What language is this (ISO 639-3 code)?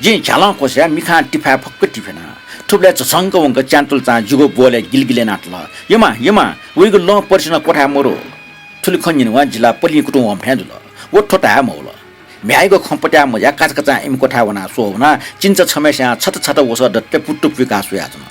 new